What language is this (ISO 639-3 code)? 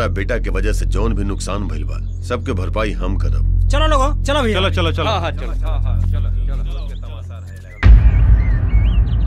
bho